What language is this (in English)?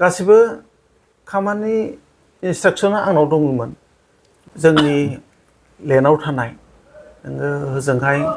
Bodo